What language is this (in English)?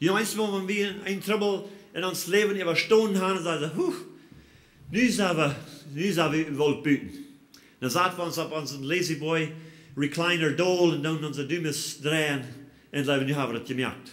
Plautdietsch